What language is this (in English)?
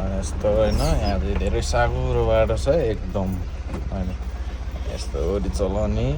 Nepali